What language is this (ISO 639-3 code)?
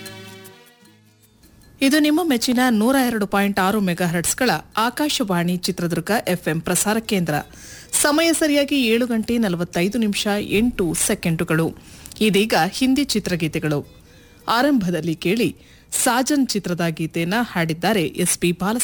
kan